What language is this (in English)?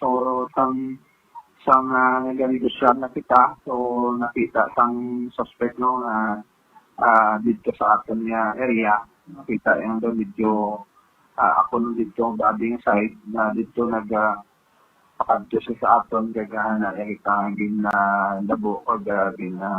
Hiligaynon